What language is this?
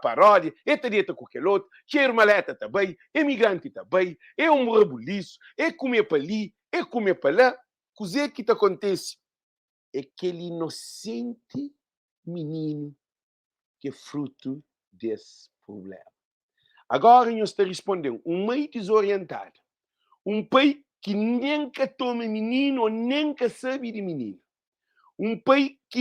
Kabuverdianu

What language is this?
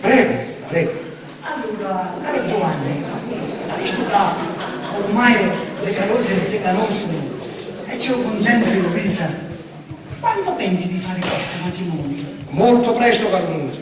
Sicilian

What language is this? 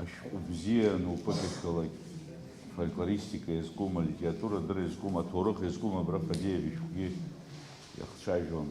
Abkhazian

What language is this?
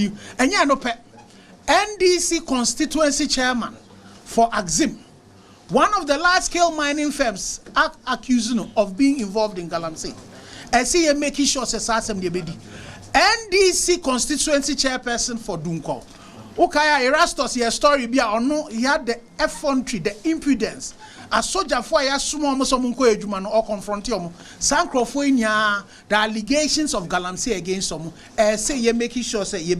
Akan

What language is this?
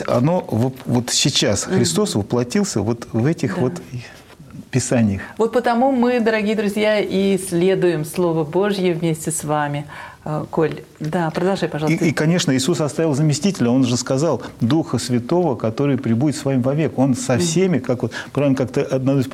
Russian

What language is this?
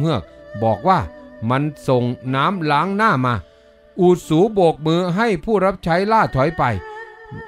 Thai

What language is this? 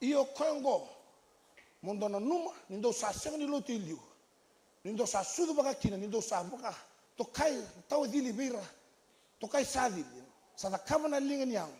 Fijian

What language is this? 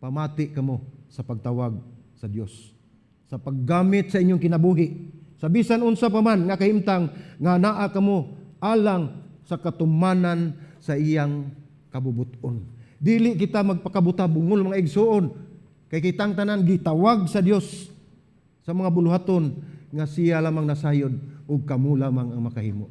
Cebuano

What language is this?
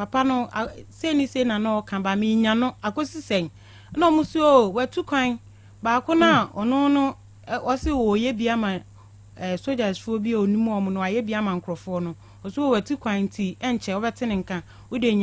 Akan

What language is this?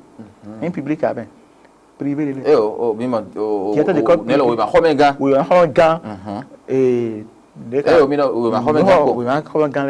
Fon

